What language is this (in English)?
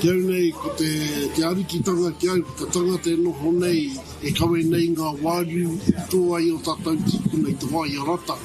Māori